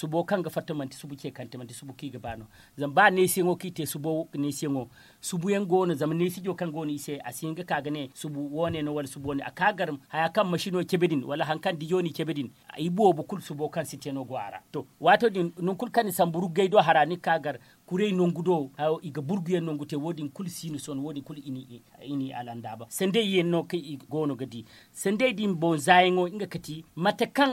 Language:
Zarma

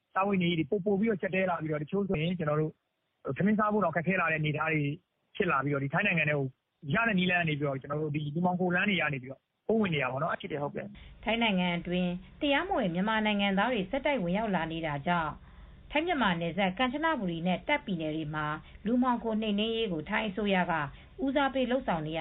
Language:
Burmese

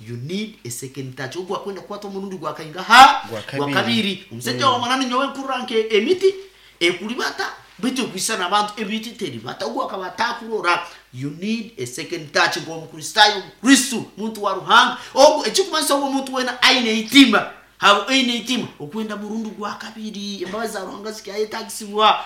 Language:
Nyankole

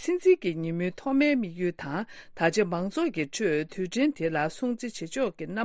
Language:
Tibetan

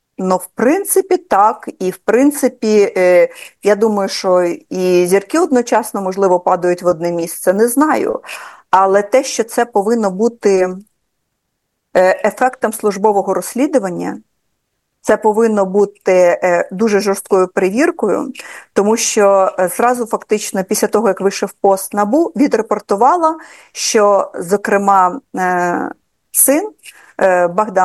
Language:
Ukrainian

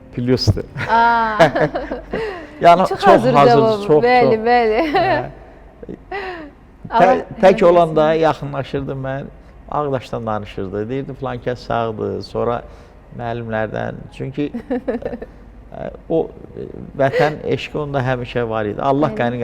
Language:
Azerbaijani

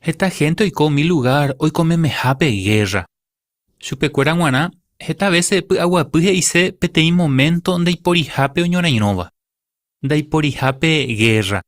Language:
Guarani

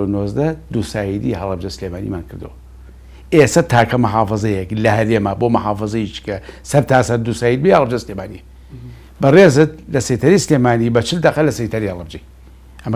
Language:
Central Kurdish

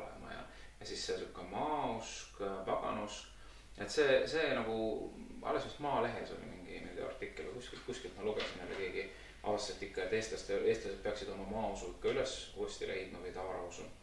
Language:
Estonian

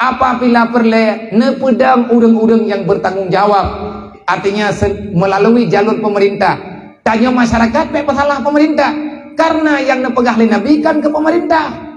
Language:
Achinese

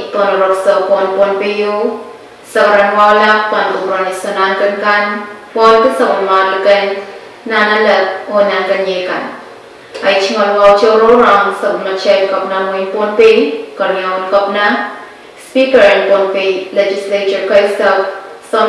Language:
Pohnpeian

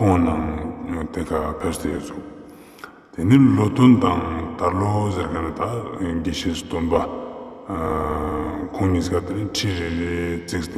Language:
Ladakhi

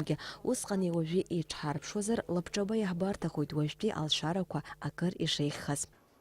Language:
Abkhazian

